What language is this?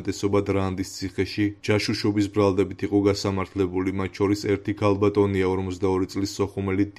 Georgian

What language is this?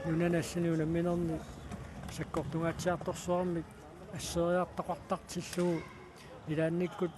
Kalaallisut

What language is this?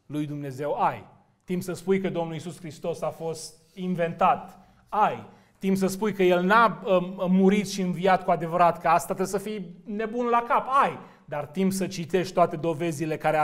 Romanian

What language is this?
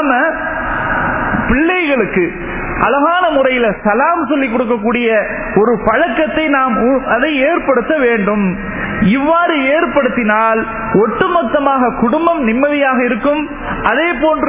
Tamil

